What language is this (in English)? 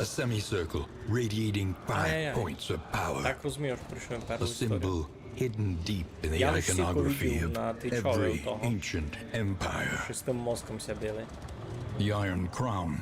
Rusyn